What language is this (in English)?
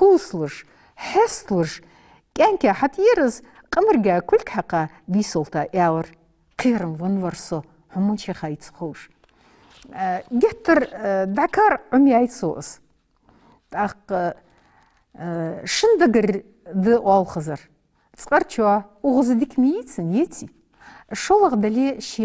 Ingush